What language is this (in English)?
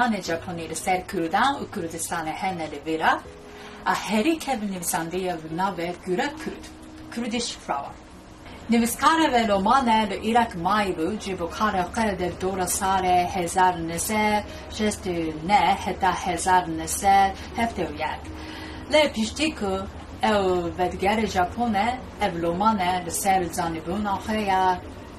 Kurdish